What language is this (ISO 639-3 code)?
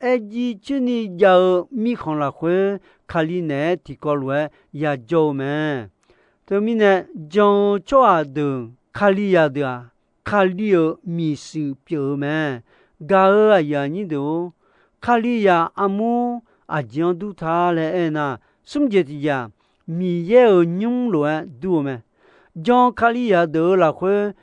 ahk